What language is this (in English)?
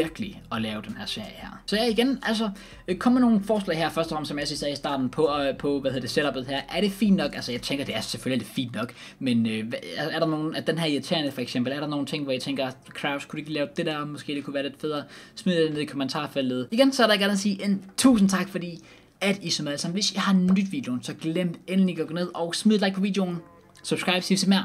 Danish